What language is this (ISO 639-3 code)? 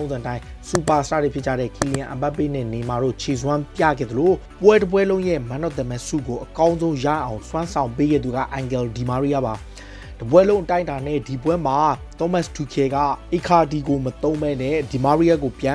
mya